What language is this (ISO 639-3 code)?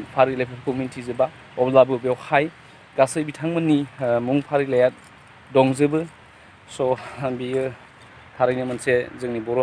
brx